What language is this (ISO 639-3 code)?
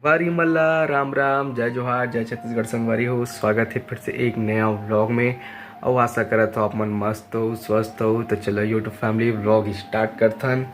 hne